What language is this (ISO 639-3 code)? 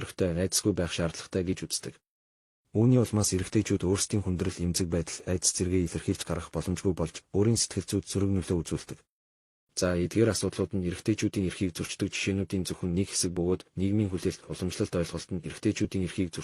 mon